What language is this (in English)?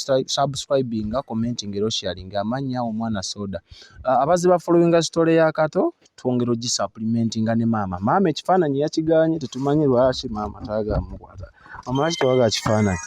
Ganda